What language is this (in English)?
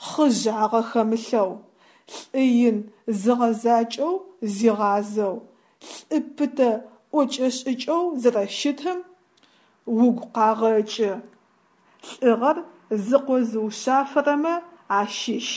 Adyghe